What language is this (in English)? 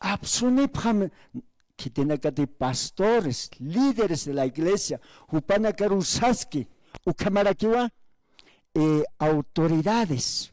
Aymara